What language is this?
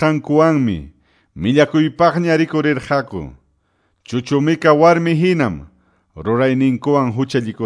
Quechua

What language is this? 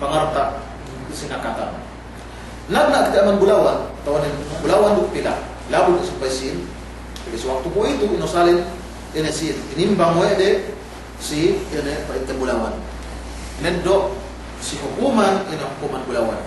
Yakan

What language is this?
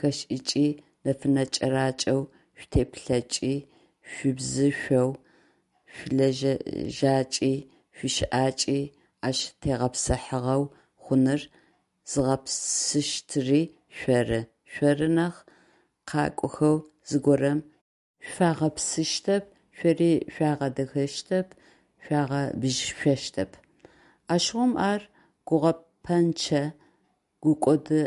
Adyghe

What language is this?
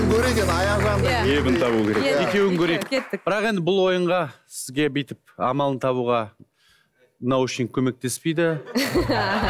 Kazakh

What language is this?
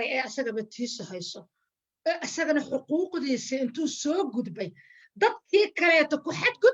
Somali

